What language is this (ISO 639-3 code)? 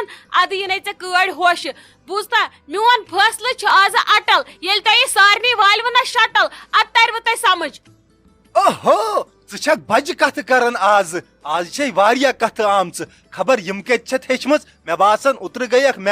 kas